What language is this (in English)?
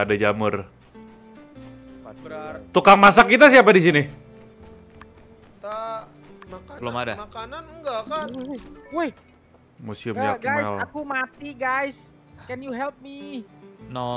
Indonesian